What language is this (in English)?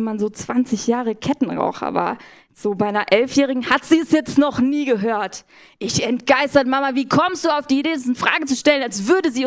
Swiss German